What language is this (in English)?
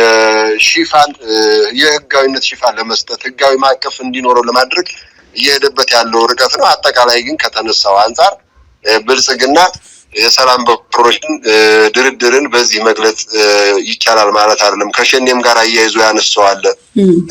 Amharic